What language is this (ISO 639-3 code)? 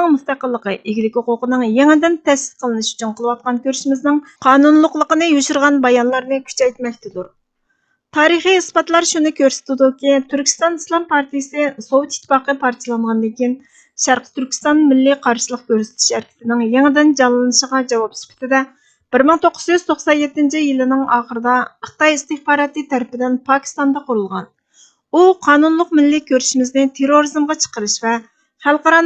uig